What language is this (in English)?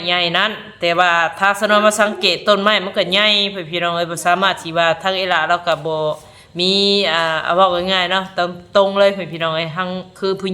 Northeastern Thai